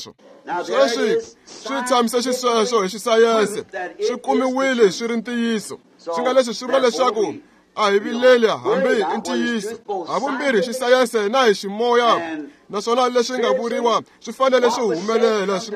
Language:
Tsonga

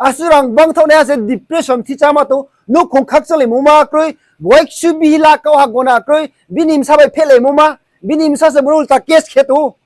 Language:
Riang (India)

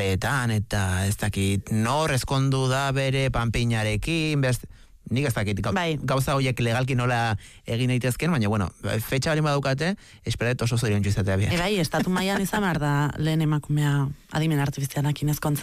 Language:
Basque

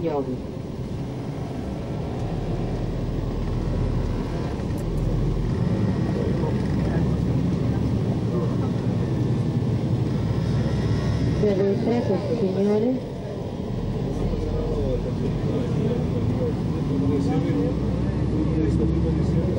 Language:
Italian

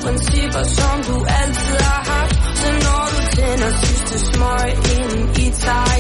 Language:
Danish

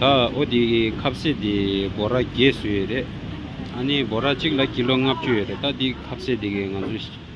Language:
Tibetan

